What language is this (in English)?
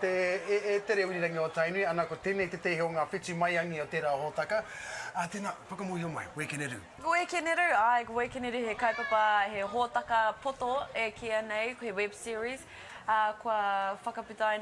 Māori